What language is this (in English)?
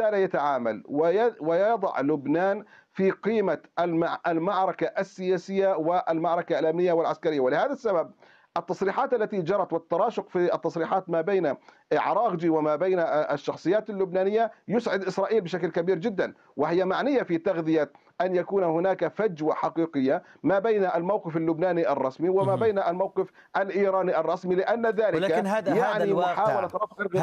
Arabic